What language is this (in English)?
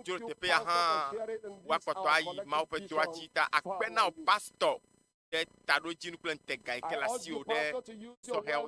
Ewe